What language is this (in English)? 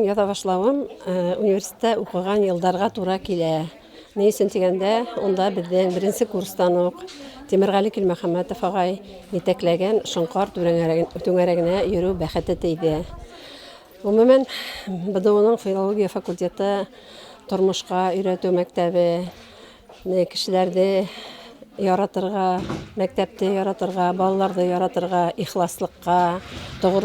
Bashkir